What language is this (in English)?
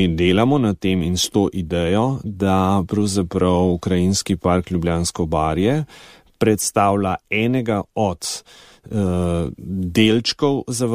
Slovenian